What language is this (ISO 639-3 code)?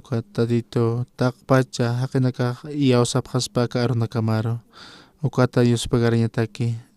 aym